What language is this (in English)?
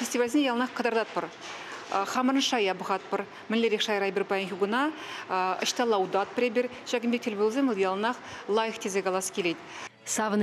Chuvash